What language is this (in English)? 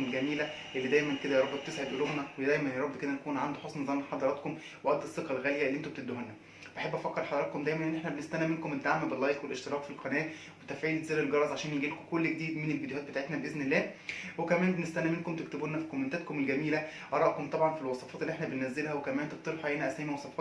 Egyptian Arabic